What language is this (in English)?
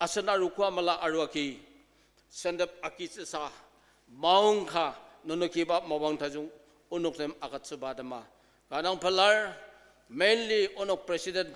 Ao Naga